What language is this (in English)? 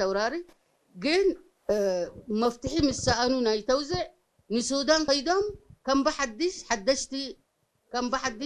Tigrinya